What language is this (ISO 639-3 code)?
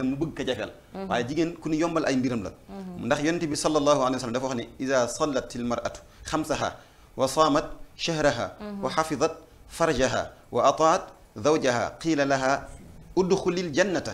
wol